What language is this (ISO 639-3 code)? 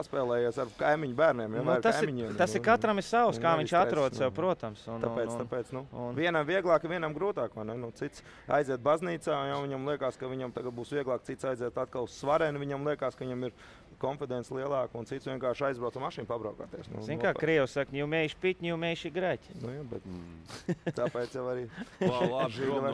lav